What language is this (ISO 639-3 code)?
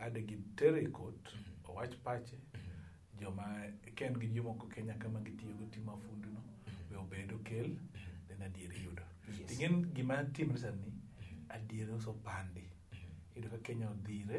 luo